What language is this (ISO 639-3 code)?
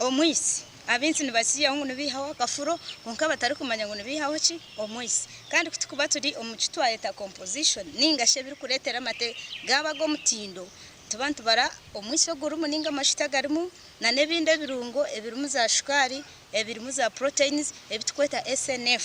nyn